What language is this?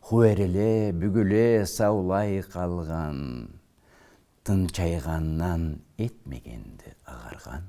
Karachay-Balkar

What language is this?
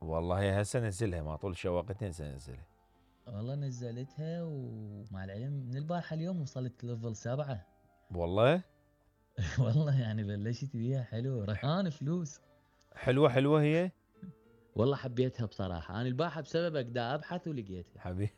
Mesopotamian Arabic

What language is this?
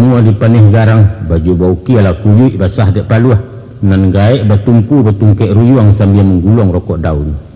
Minangkabau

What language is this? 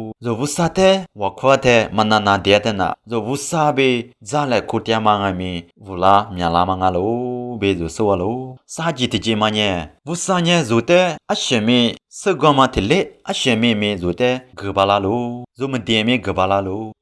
Lisu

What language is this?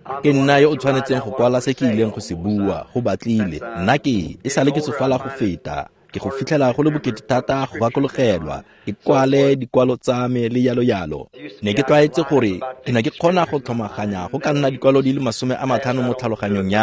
Tswana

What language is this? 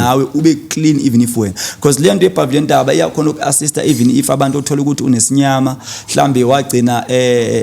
Zulu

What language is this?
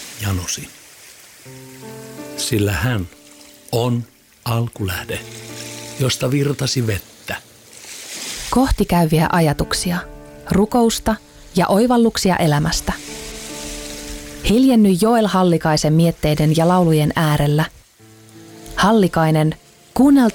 Finnish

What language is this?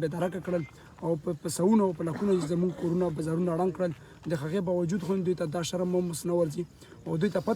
Pashto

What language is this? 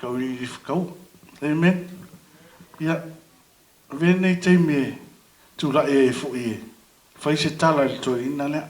Samoan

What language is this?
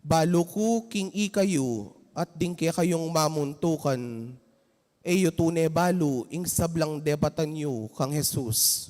Pampanga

